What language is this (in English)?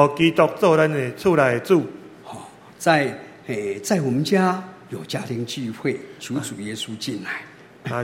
Chinese